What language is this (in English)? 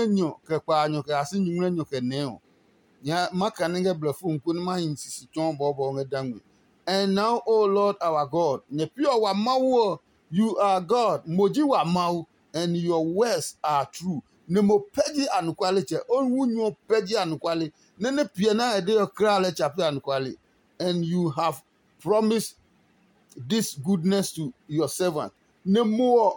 Adangme